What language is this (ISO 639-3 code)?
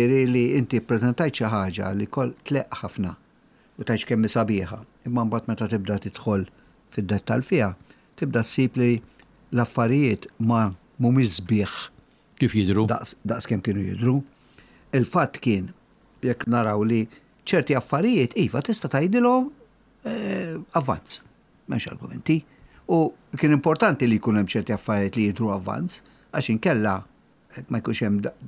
mlt